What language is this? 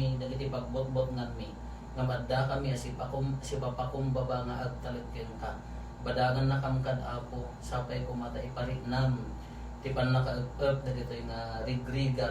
Iloko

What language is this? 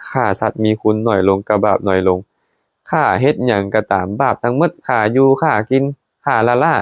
Lao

